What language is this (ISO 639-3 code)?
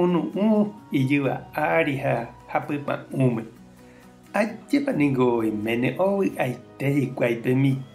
grn